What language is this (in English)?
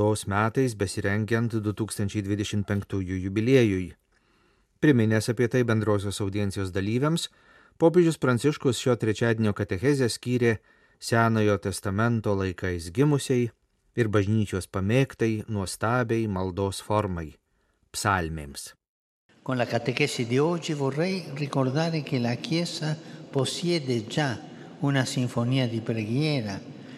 Lithuanian